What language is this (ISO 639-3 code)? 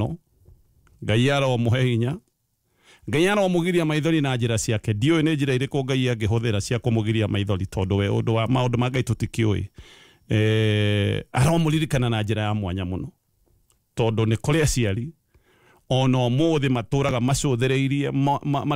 kik